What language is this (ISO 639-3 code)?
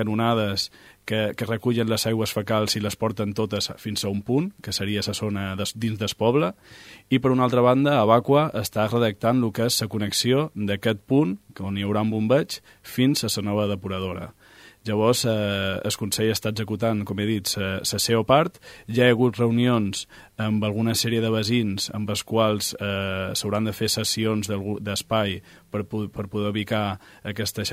cat